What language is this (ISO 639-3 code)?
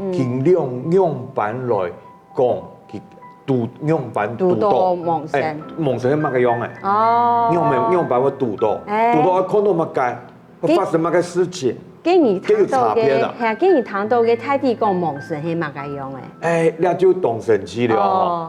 hak